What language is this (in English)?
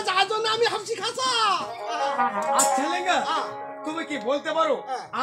Bangla